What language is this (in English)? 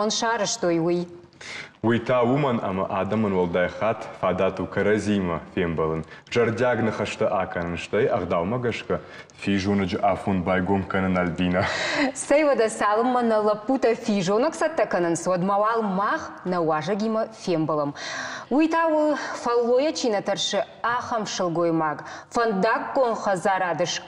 Ossetic